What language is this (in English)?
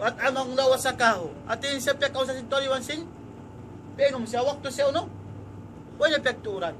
Tausug